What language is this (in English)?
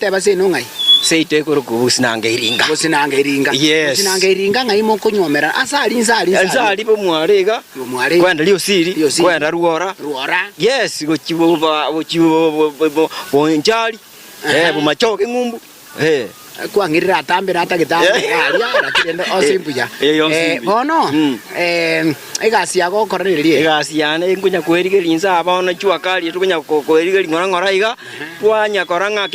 Gusii